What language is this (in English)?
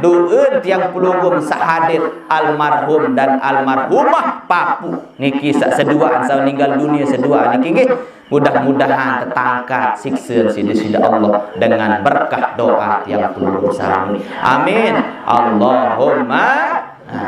Sasak